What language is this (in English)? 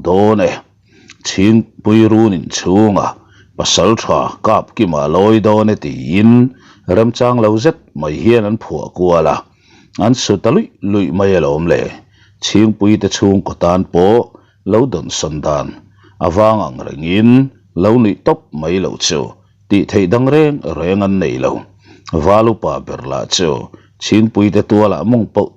Mizo